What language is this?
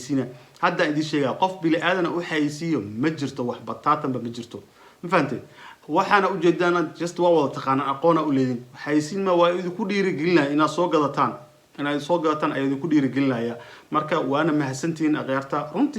Somali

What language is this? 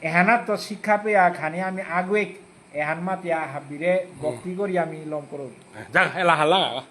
Bishnupriya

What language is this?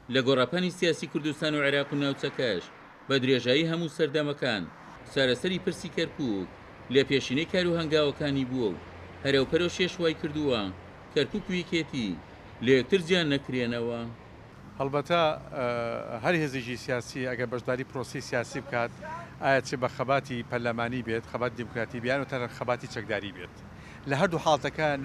Central Kurdish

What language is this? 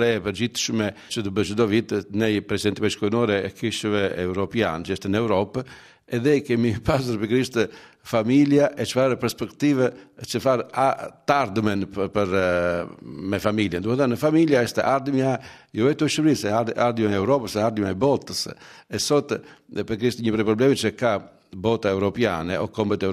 Albanian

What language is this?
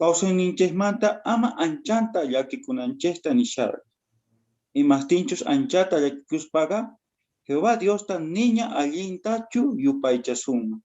South Bolivian Quechua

